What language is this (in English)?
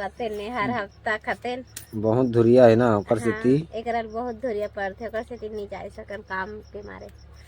Chhattisgarhi